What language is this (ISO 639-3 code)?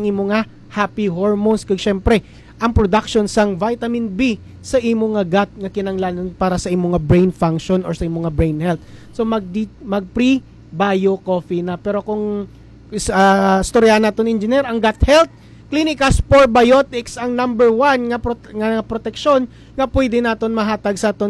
hil